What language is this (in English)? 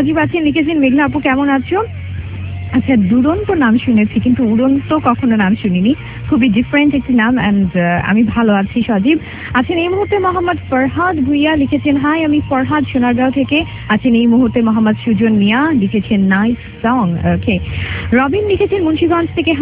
Bangla